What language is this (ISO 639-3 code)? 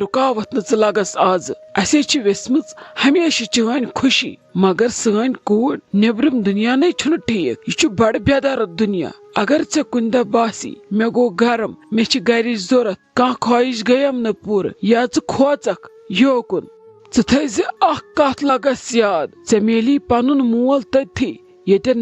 kas